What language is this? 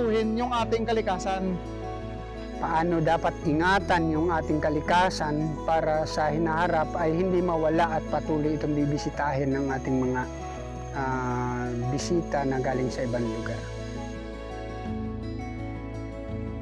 Filipino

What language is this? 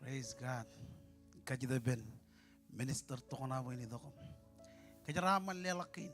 Marshallese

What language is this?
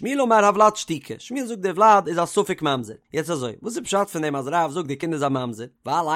Yiddish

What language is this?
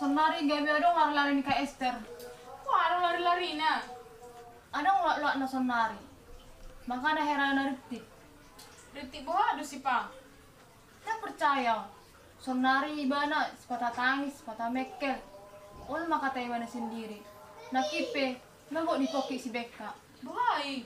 Batak Toba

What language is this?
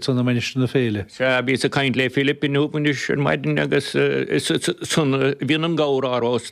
Irish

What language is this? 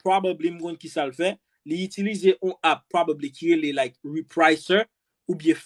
Haitian Creole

